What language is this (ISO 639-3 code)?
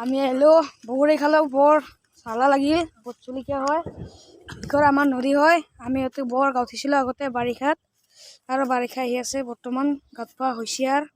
asm